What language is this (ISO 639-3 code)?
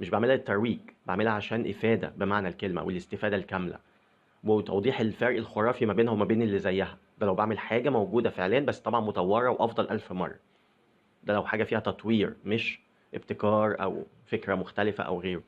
arz